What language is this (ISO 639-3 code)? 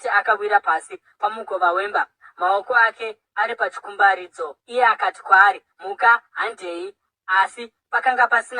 sna